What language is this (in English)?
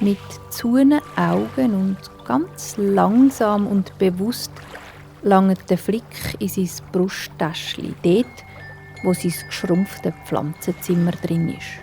Swiss German